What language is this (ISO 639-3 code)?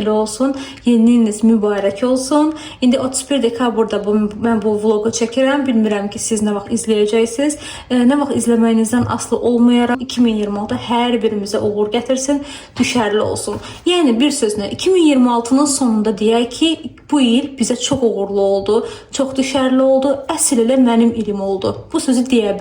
aze